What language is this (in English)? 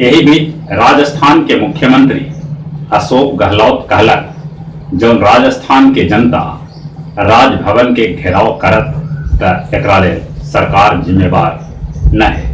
Magahi